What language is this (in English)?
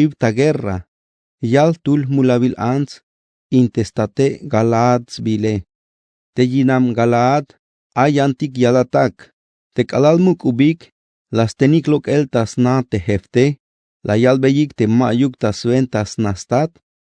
Tzeltal